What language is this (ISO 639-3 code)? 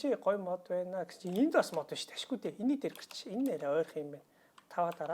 mon